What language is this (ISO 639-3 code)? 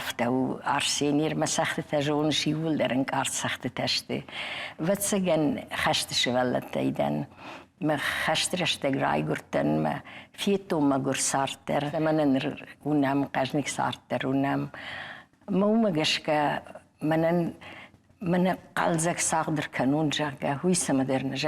oss